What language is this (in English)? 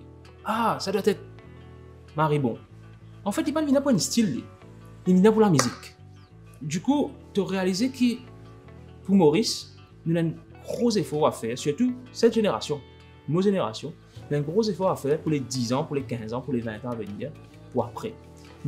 Morisyen